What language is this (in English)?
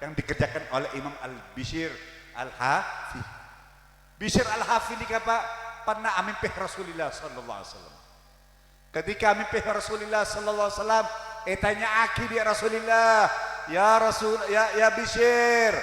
Madurese